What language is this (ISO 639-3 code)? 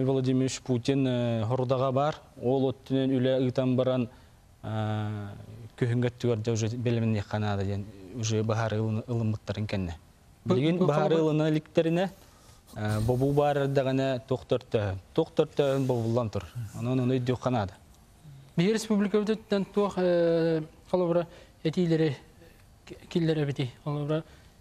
sah